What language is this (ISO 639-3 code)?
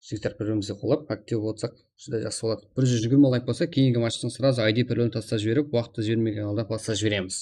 kaa